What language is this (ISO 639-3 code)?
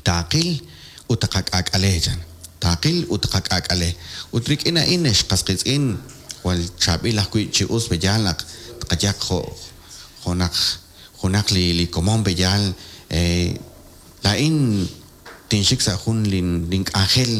kek